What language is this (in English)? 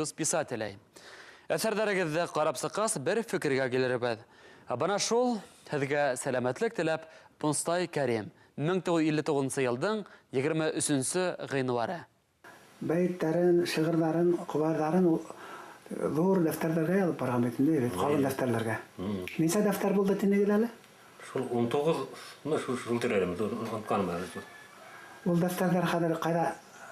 Bashkir